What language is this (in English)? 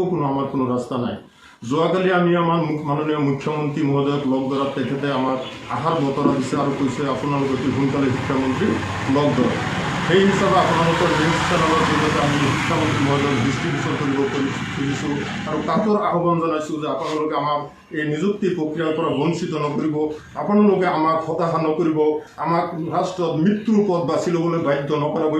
Assamese